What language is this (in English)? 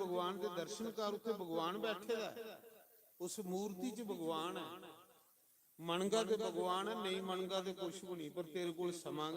Dogri